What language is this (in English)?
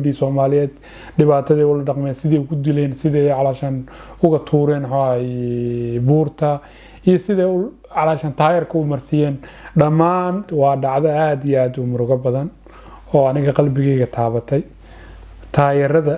Somali